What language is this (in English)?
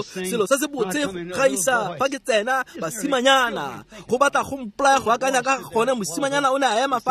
Tswana